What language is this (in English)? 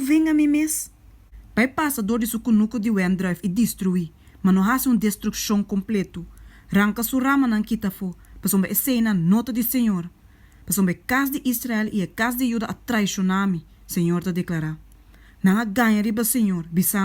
Papiamento